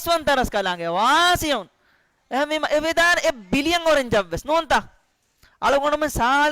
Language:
Divehi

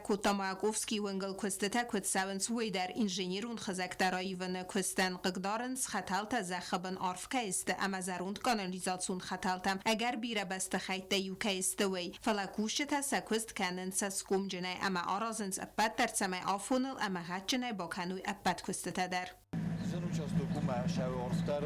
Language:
Ossetic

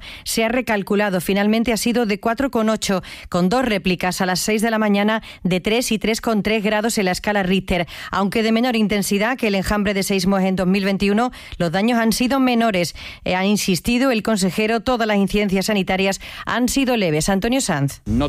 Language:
Spanish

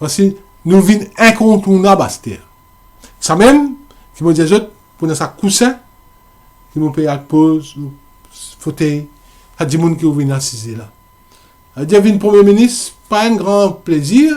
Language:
Morisyen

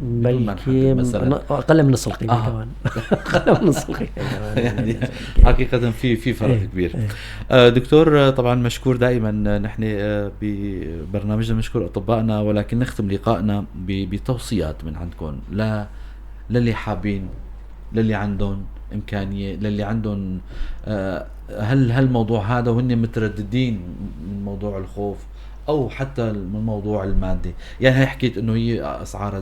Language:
North Levantine Arabic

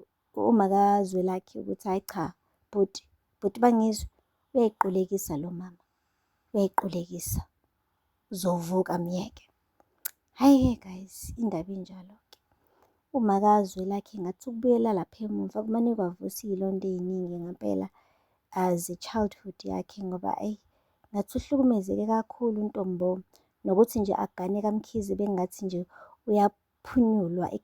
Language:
Zulu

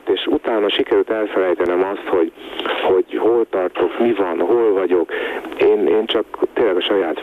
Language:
Hungarian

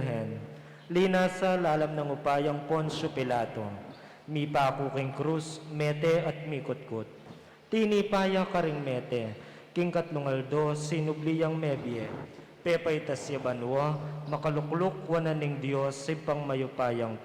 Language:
Pampanga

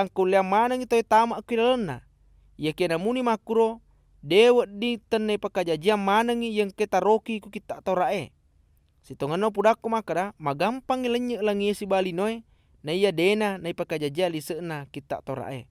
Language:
Buginese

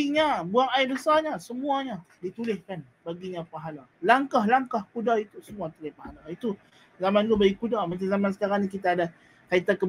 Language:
Malay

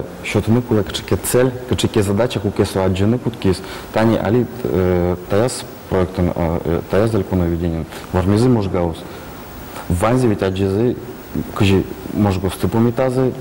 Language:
Udmurt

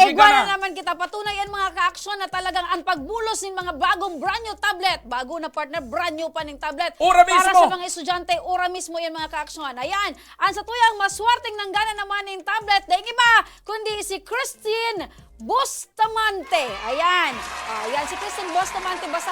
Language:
Bikol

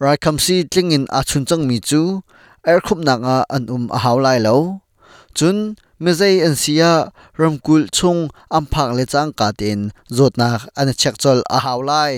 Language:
Hakha Chin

